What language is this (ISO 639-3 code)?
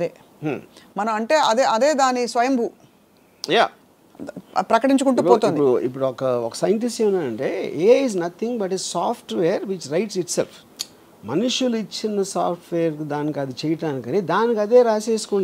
tel